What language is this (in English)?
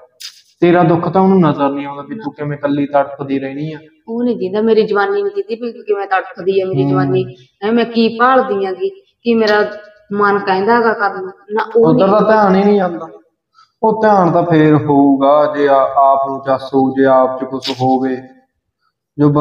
Punjabi